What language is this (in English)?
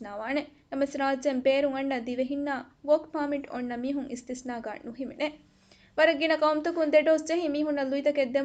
Divehi